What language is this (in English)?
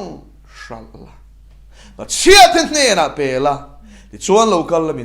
Mizo